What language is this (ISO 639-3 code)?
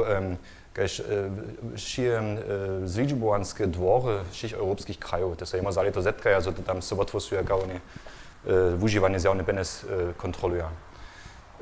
hsb